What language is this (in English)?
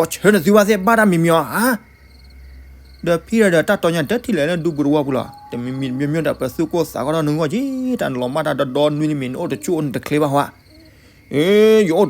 S'gaw Karen